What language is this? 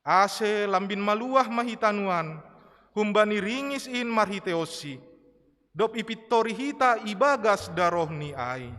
Batak Simalungun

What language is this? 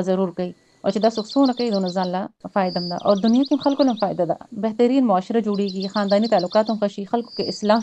Pashto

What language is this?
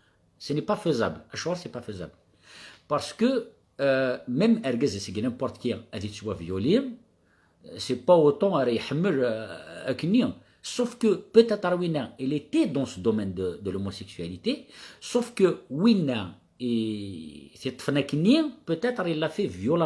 Kabyle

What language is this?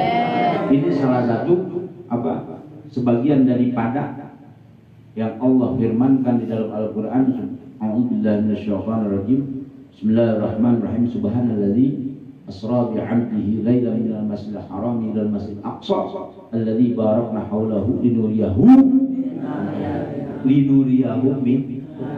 Indonesian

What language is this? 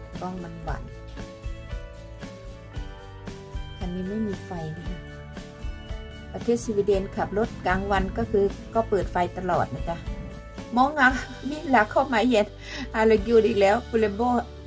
Thai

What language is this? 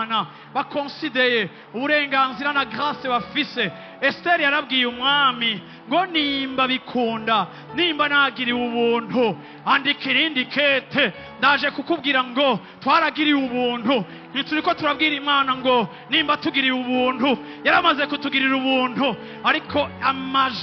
Rundi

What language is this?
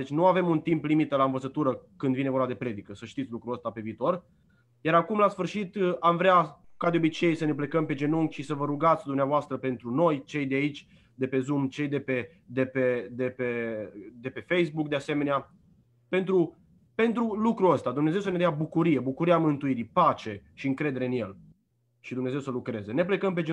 Romanian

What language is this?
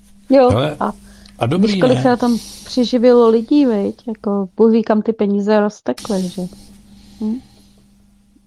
Czech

